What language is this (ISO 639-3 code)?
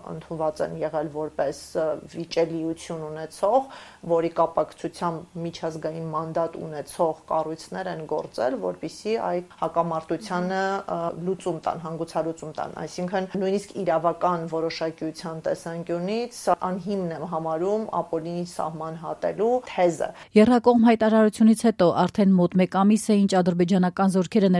hye